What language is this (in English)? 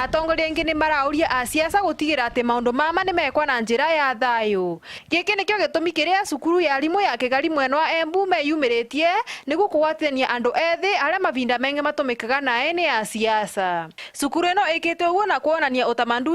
Meru